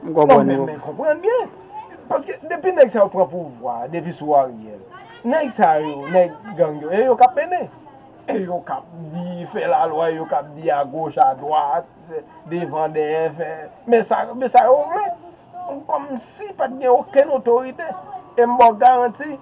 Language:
Haitian Creole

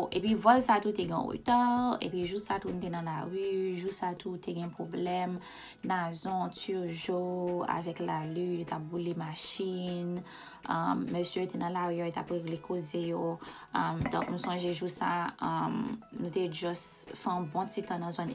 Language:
Haitian Creole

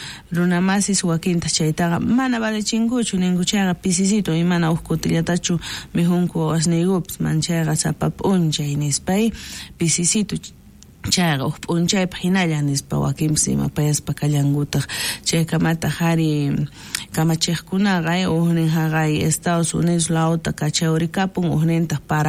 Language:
South Bolivian Quechua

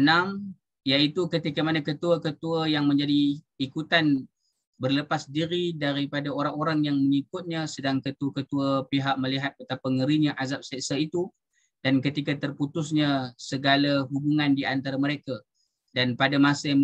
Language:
Malay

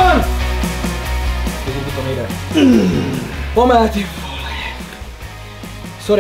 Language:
Czech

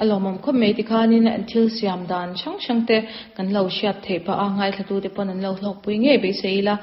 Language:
Mizo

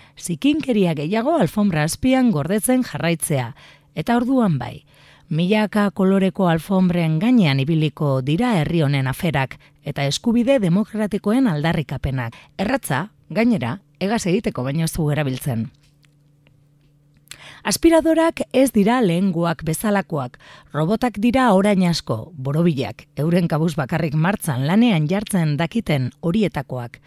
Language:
Basque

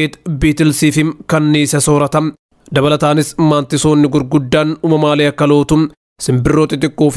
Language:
Oromo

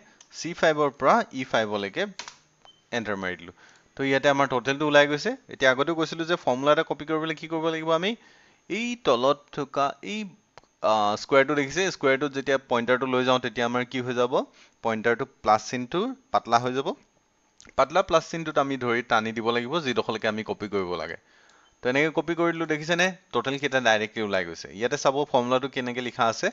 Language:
Assamese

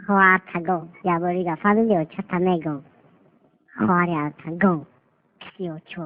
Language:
Tajik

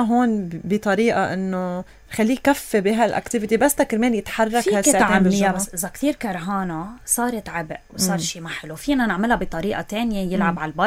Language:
North Levantine Arabic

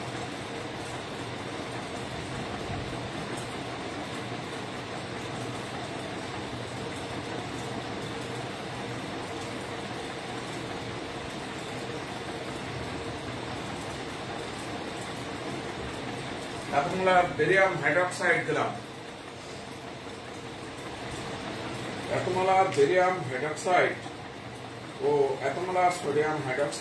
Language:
Bangla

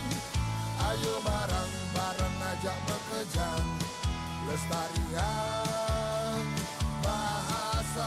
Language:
Balinese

